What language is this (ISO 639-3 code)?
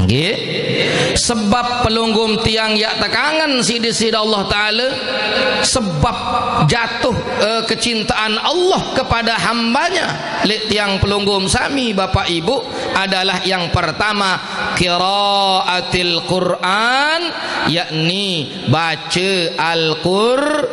sas